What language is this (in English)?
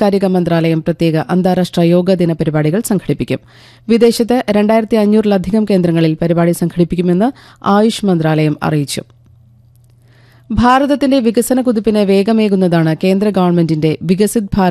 Malayalam